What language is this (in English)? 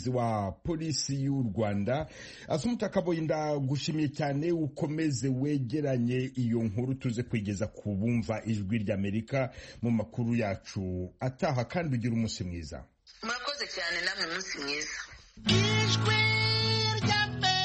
Kinyarwanda